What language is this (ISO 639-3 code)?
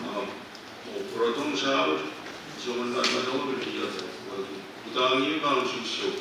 pon